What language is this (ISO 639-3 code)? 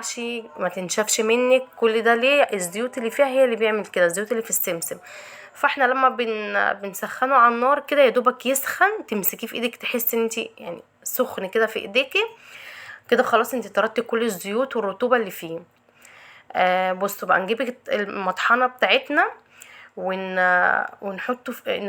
arz